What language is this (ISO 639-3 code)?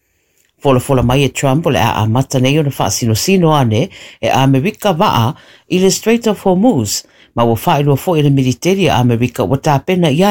smo